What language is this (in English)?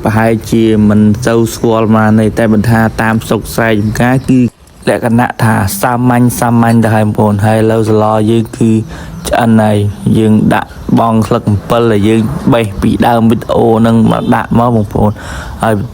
Khmer